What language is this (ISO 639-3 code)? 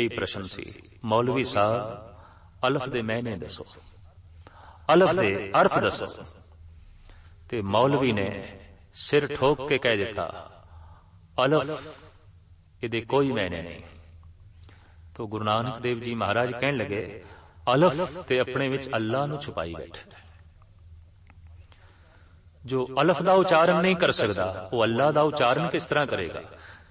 pan